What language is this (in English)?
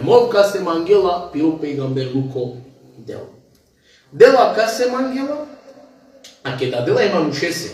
Balkan Romani